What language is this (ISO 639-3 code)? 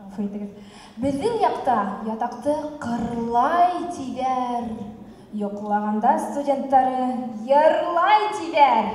bak